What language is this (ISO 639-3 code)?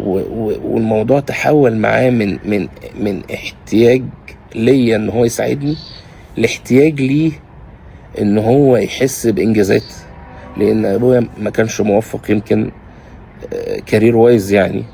arz